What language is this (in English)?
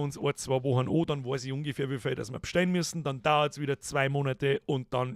Bavarian